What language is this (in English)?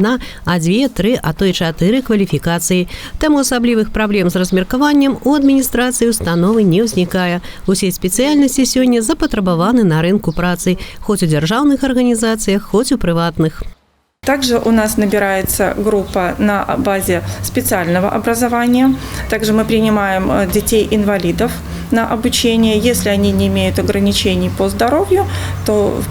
Belarusian